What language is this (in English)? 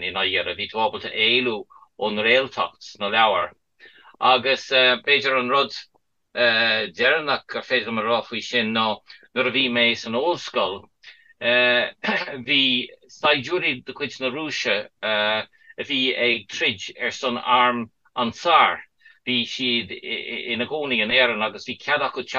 Irish